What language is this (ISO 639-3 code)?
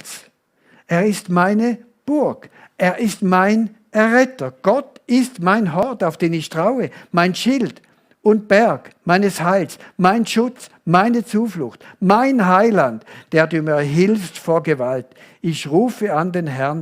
gsw